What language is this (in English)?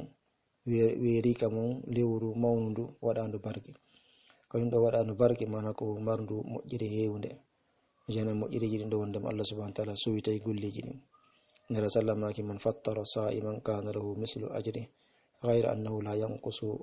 Fula